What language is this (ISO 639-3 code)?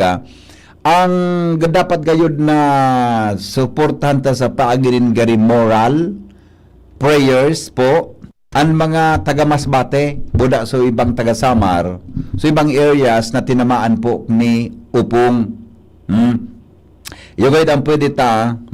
bik